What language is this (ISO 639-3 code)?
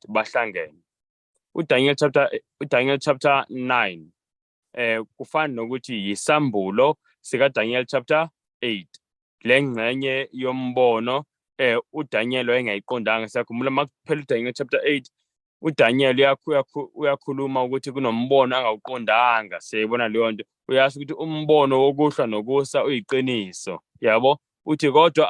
zul